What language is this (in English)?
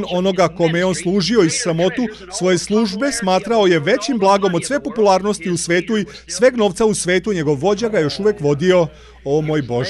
Serbian